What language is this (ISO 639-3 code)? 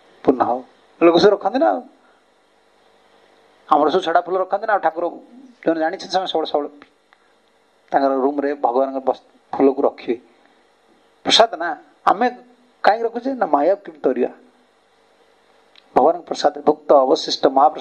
ori